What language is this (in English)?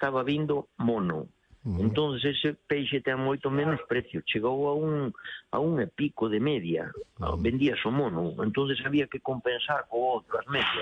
Galician